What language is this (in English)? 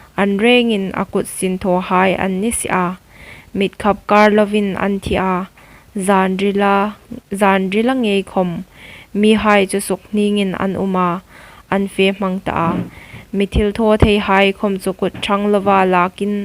Hmar